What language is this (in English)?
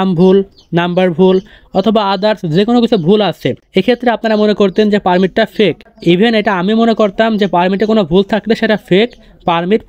Bangla